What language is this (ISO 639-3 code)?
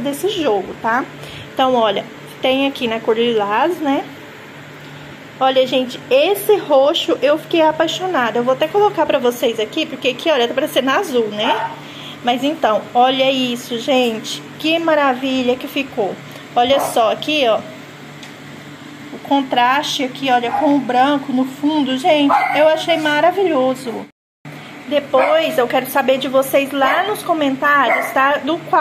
por